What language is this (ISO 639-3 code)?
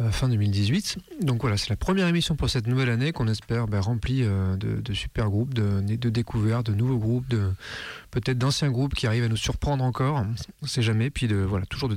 fra